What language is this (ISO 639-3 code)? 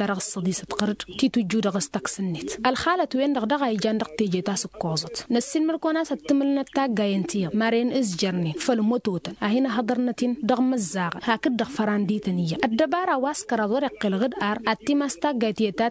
taq